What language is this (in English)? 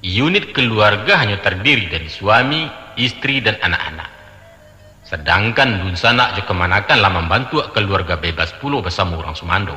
Minangkabau